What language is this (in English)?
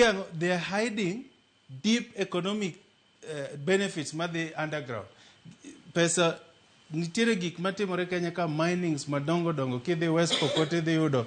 Luo (Kenya and Tanzania)